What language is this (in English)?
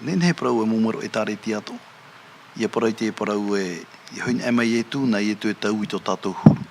Tahitian